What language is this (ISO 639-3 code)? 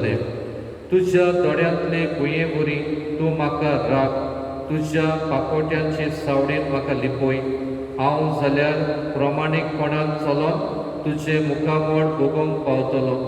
kok